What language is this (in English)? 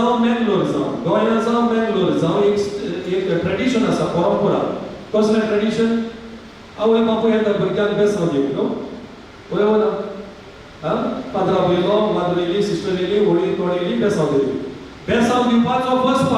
Konkani